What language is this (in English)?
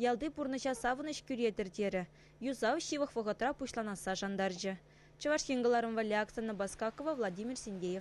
Chuvash